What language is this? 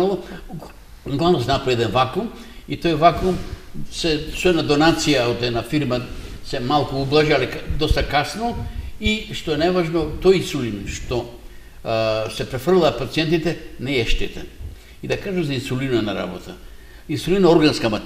Macedonian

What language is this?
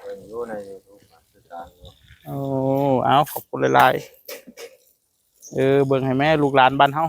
Northeastern Thai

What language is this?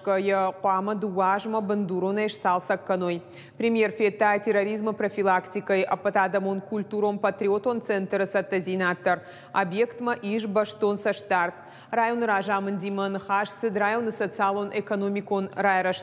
Ossetic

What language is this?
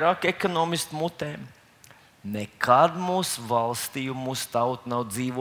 Latvian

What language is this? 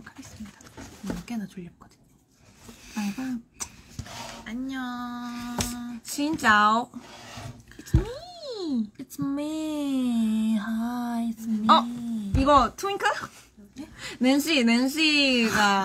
Korean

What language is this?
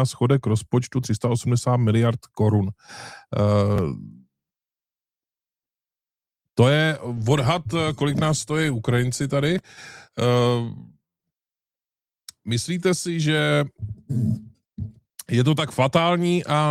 Czech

